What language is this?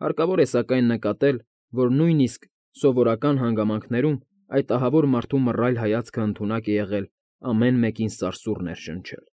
Armenian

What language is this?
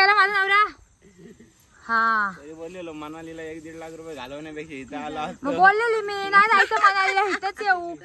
Marathi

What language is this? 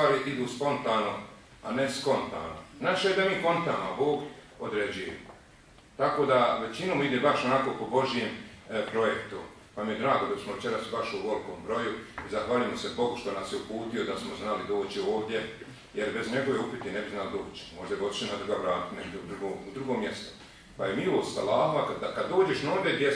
Bosnian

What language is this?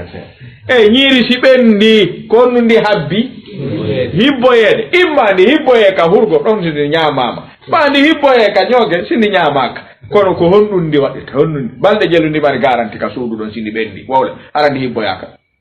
Fula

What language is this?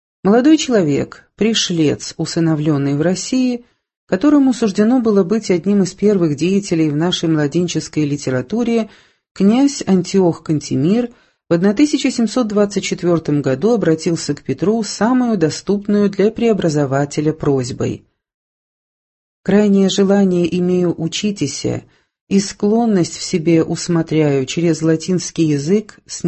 Russian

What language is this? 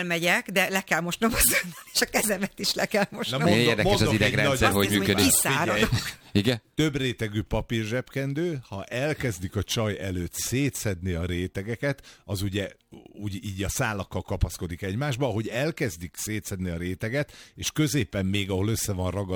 Hungarian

